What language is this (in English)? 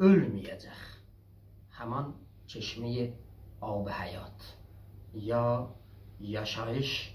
South Azerbaijani